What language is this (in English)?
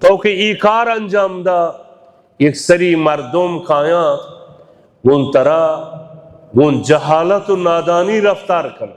Baluchi